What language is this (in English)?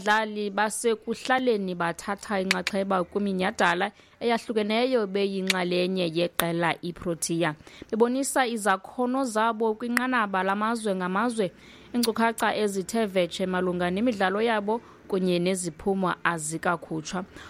Xhosa